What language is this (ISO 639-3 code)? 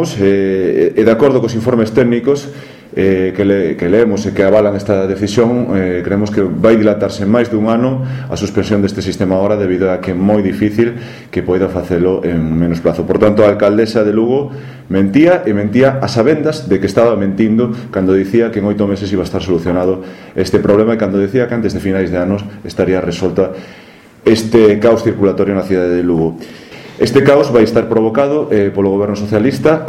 glg